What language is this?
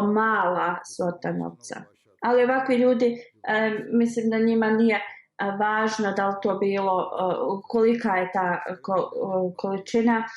Bosnian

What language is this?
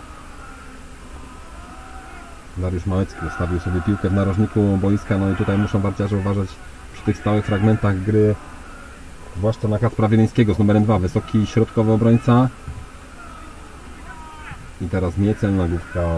Polish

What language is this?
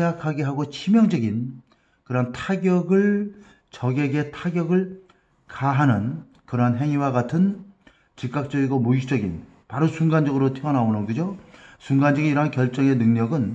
Korean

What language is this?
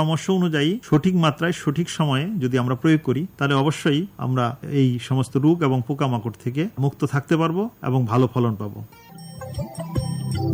Bangla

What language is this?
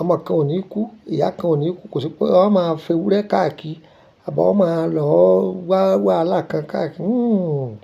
Yoruba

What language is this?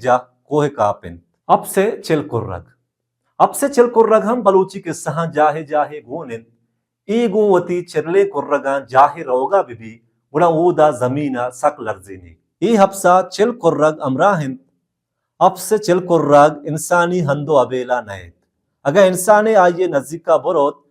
Baluchi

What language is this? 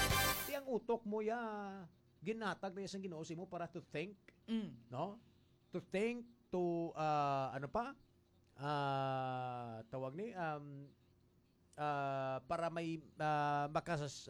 Hiligaynon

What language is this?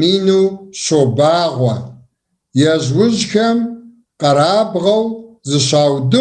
Kabardian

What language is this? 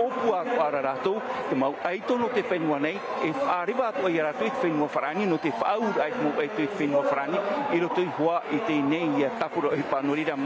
Tahitian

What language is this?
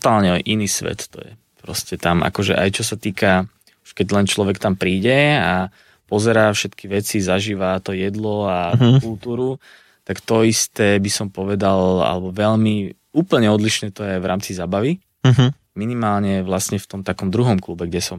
Slovak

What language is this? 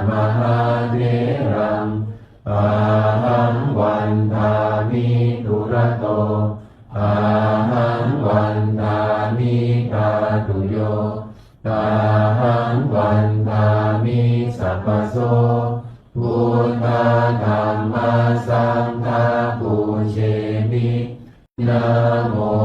Pali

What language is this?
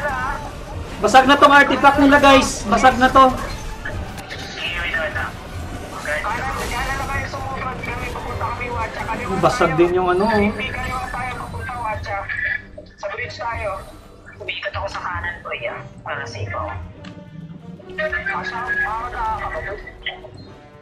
Filipino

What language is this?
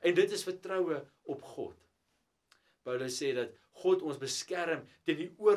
Afrikaans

